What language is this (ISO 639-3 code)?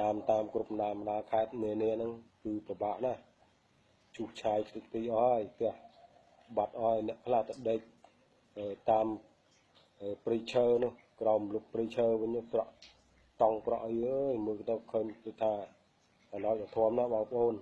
khm